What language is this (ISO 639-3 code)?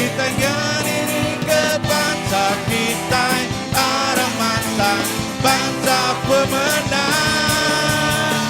iba